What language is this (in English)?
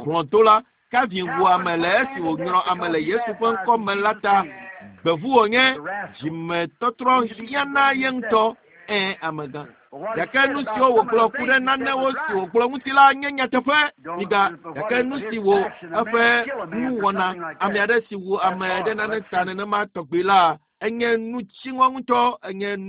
Ewe